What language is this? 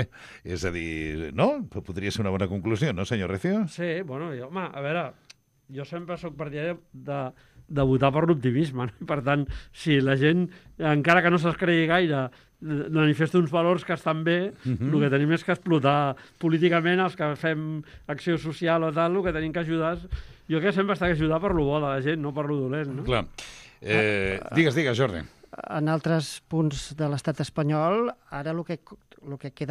Catalan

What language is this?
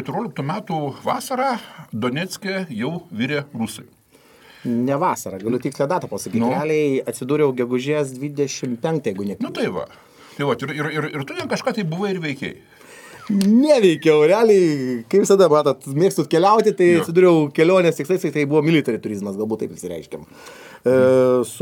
Lithuanian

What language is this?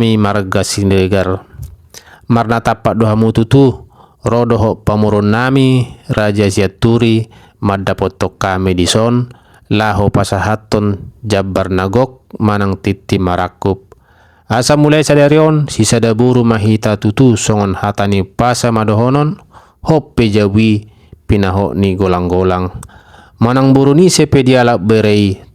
Batak Toba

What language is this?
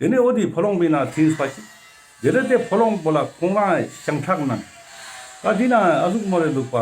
Ladakhi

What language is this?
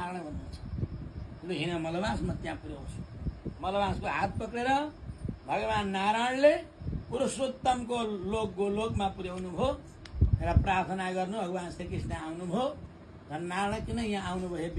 Nepali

